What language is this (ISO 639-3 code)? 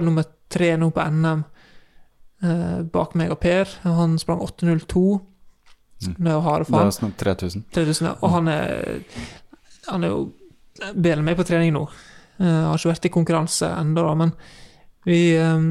nor